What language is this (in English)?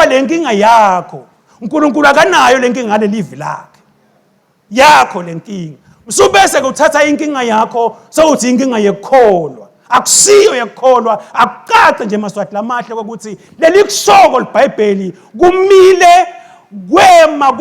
Swati